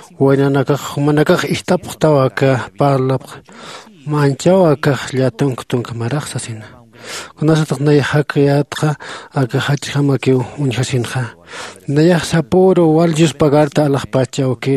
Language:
Aymara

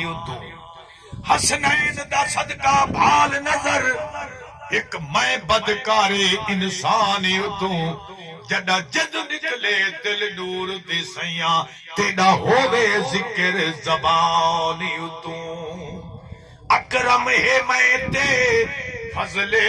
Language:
Saraiki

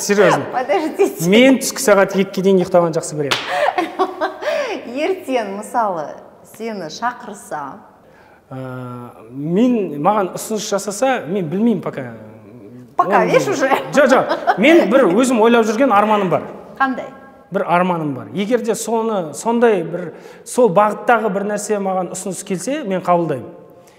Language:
Kazakh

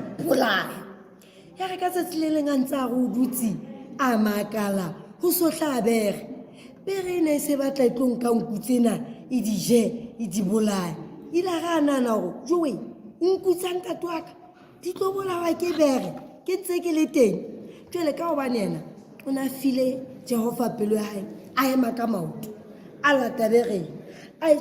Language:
Southern Sotho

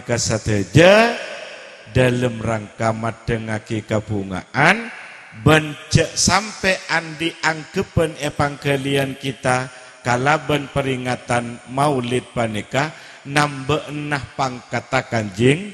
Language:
Madurese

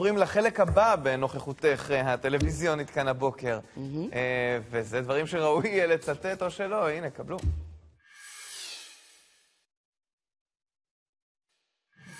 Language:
Hebrew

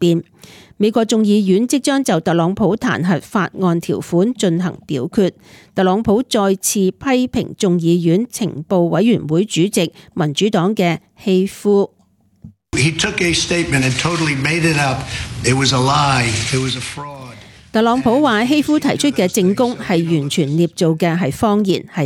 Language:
Cantonese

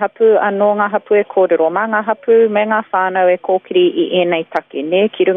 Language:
Māori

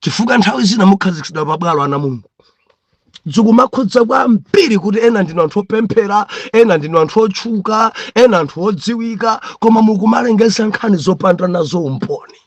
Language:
Nyanja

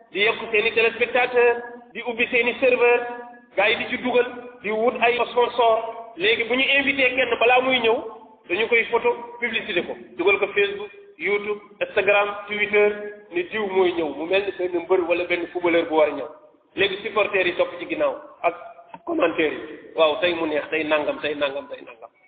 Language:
Wolof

